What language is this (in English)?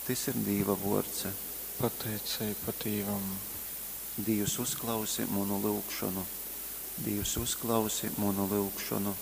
Latgalian